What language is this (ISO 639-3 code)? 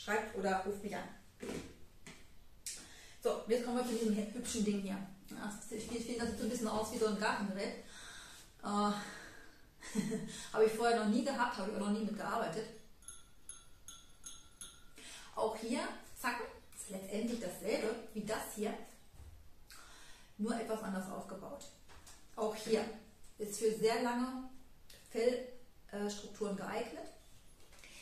deu